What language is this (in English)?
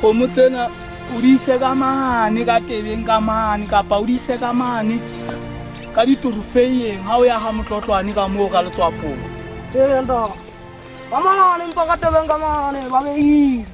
Southern Sotho